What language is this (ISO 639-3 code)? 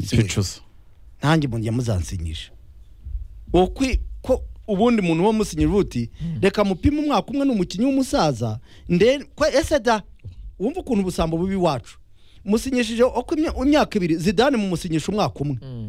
kin